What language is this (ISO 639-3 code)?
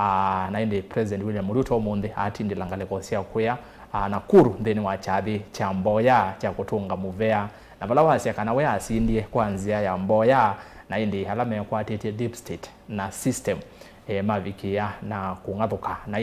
kam